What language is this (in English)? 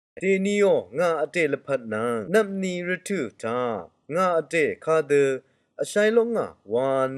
Rawang